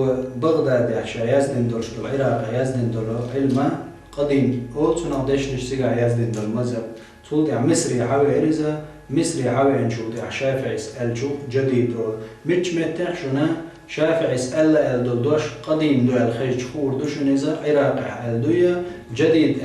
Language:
Chechen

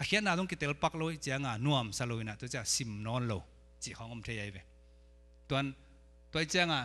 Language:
Tedim Chin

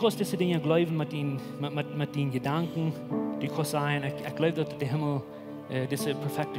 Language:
Plautdietsch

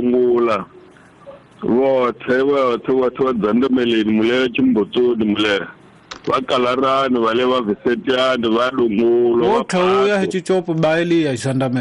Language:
Tsonga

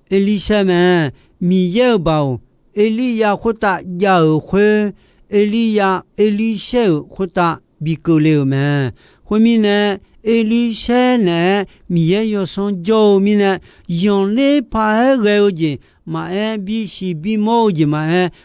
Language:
Akha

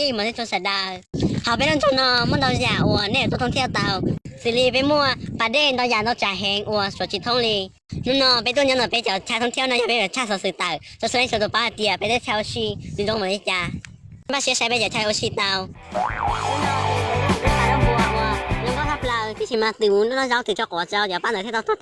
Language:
Hmong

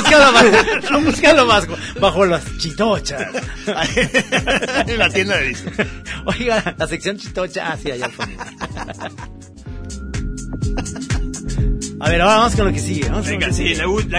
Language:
Spanish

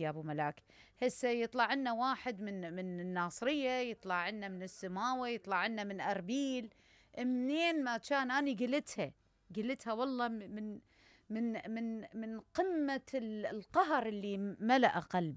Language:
Mesopotamian Arabic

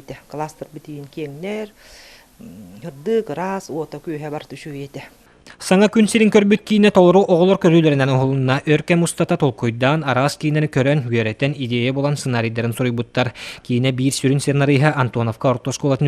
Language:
Yakut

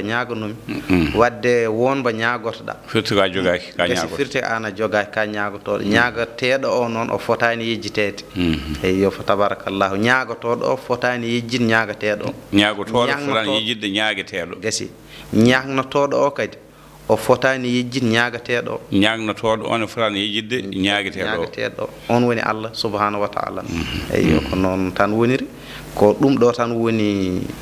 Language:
Fula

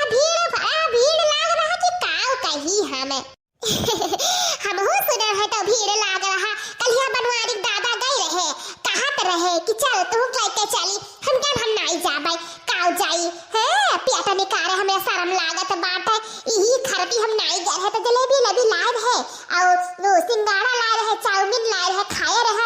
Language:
Awadhi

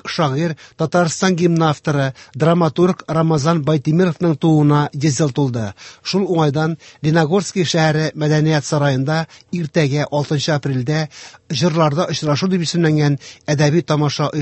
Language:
Tatar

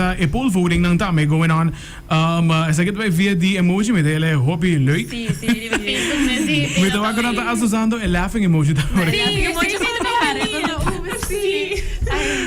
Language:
Papiamento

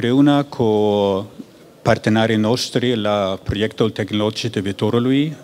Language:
Romanian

